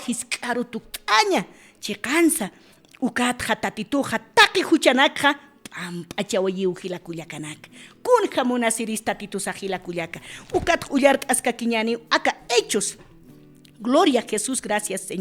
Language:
Aymara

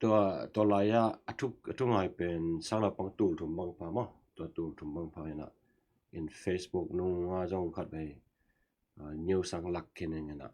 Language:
Tedim Chin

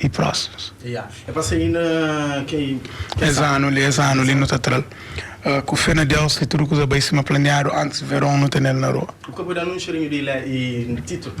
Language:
Kabuverdianu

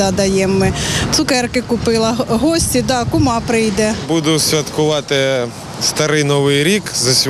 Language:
Ukrainian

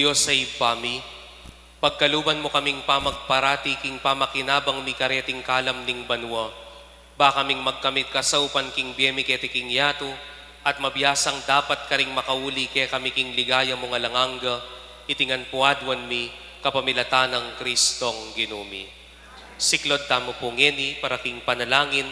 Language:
Pampanga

